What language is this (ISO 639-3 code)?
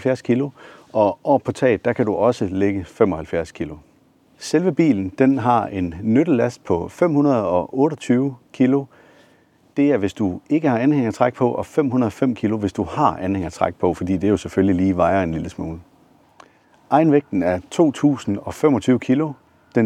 dan